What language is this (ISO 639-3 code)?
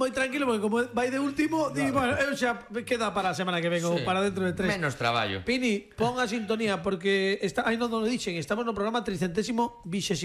glg